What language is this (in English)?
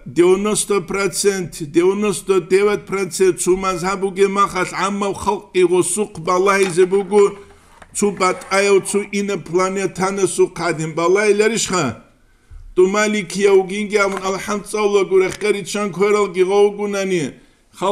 Avaric